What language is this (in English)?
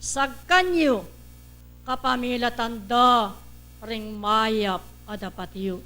Pampanga